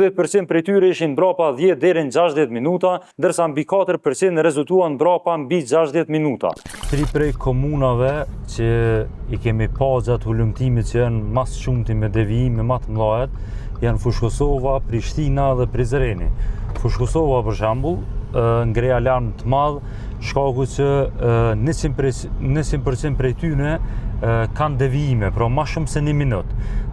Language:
Albanian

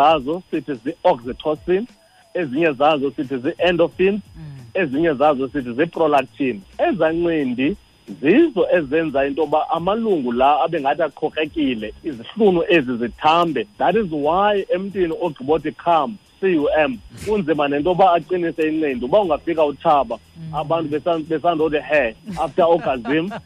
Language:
Xhosa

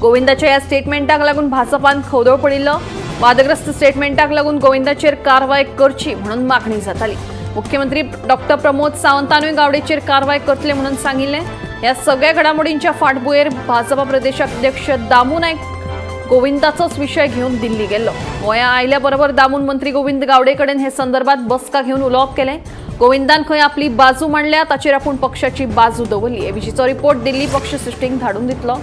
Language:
Konkani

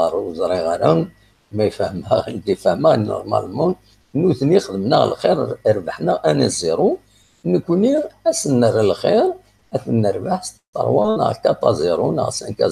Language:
Kabyle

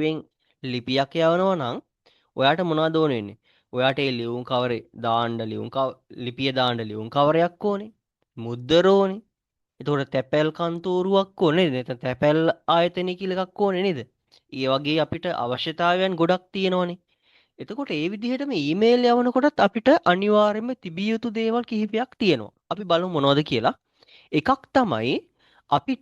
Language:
Sinhala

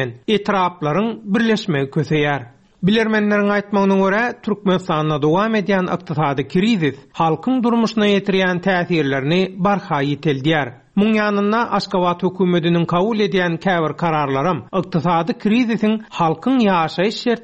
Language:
Turkmen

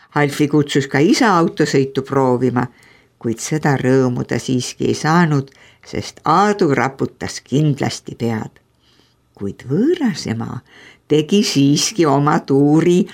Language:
Estonian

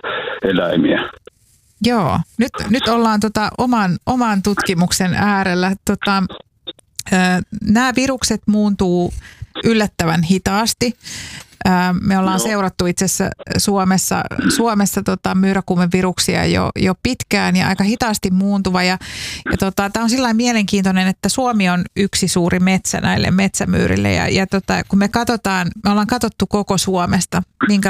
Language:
Finnish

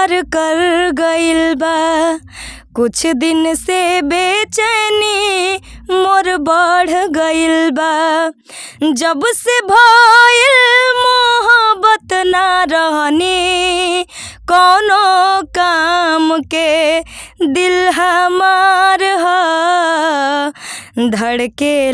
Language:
Bhojpuri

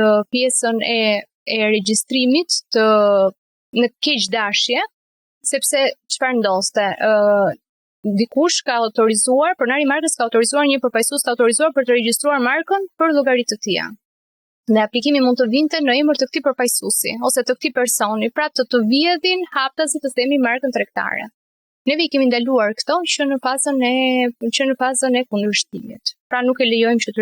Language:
Albanian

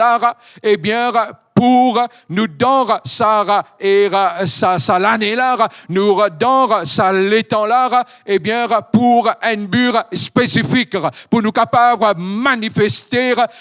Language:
Morisyen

